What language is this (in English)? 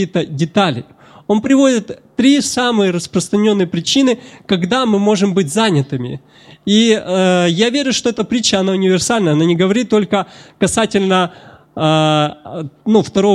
Russian